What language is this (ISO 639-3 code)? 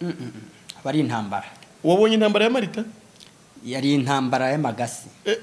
kin